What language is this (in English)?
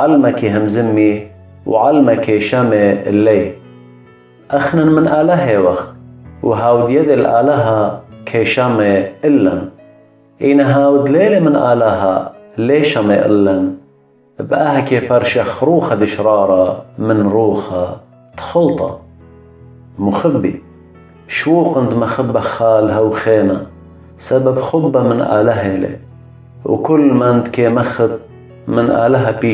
Assyrian Neo-Aramaic